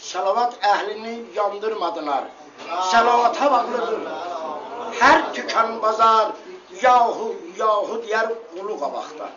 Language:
South Azerbaijani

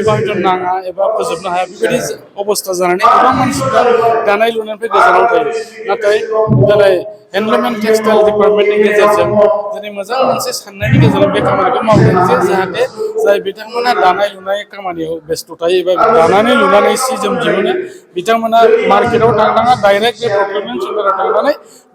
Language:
Bodo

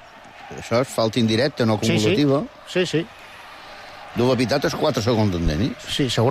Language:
Catalan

